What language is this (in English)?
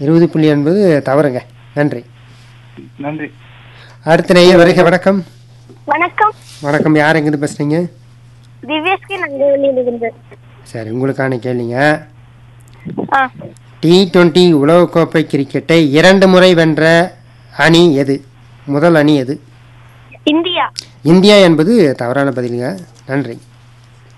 Tamil